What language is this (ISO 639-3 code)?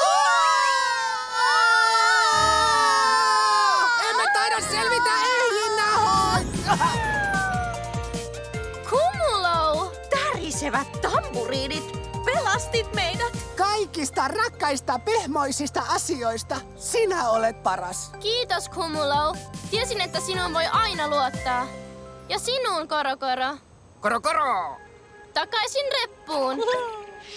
fin